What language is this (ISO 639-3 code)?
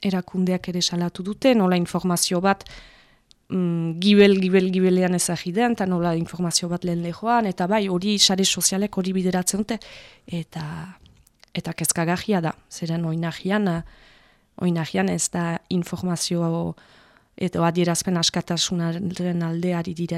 eus